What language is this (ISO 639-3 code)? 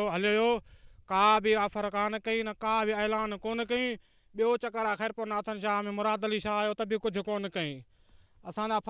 snd